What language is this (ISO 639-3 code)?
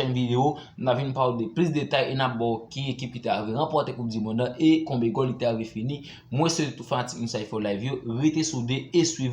hat